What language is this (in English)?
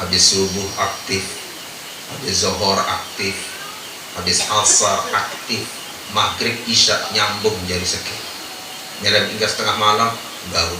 Sasak